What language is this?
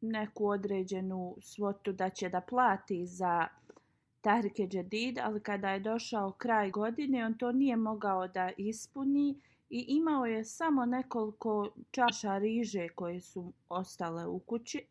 Bosnian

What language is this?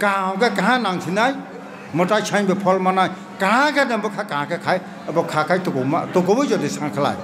Kok Borok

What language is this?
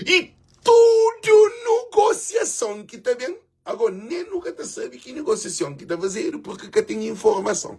Kabuverdianu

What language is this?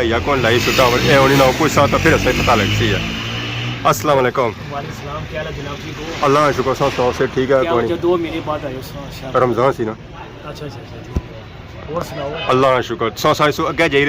Pahari-Potwari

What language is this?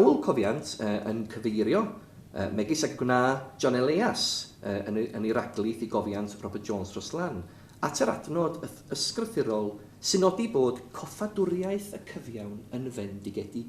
Welsh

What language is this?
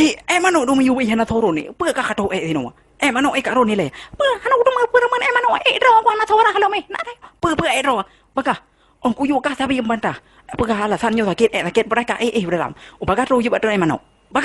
Achinese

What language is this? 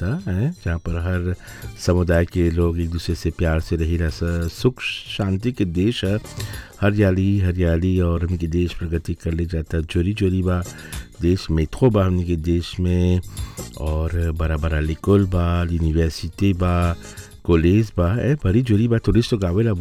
Bhojpuri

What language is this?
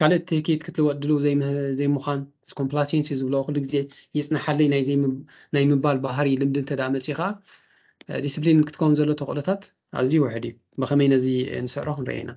Tigrinya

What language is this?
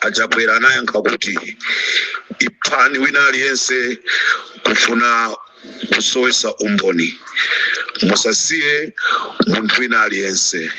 Nyanja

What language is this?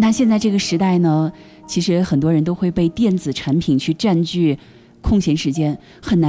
Chinese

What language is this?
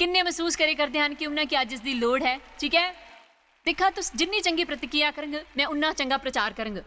Dogri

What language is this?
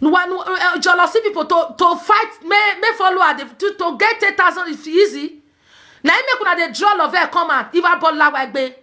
Nigerian Pidgin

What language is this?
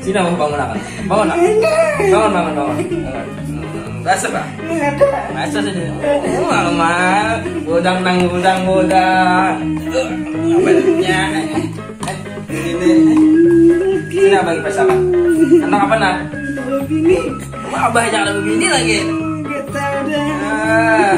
Banjar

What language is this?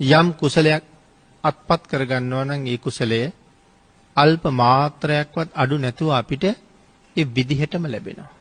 Sinhala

